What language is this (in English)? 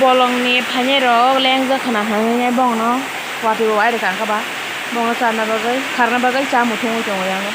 Kok Borok